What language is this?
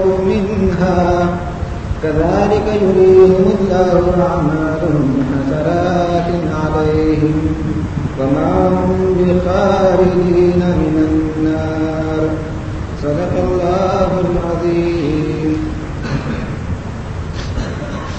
Urdu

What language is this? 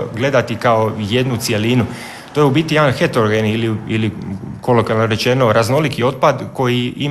Croatian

